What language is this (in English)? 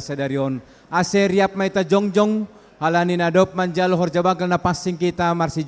Batak Simalungun